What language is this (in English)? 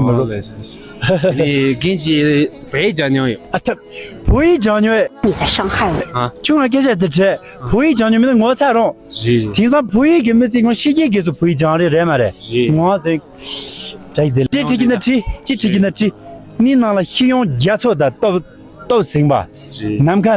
Tibetan